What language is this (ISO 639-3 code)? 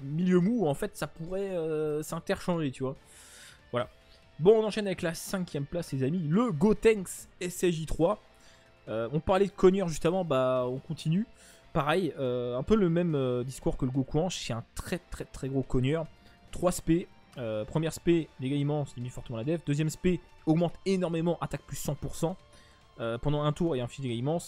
fra